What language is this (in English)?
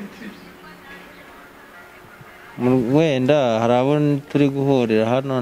Kinyarwanda